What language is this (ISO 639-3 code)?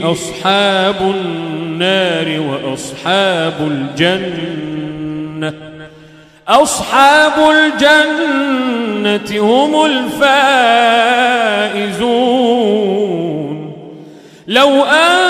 ara